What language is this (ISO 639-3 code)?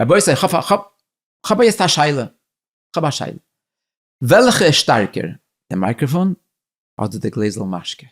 yid